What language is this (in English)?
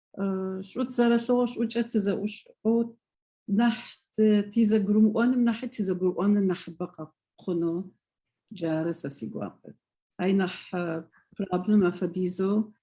Adyghe